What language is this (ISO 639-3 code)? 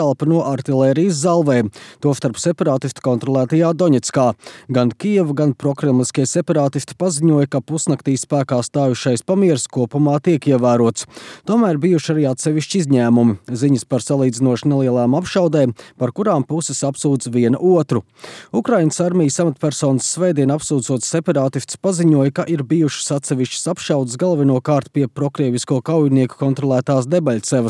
lav